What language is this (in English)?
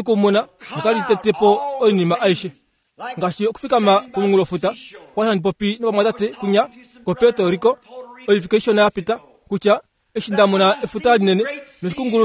Kuanyama